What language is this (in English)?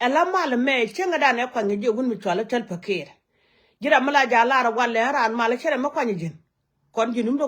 Nuer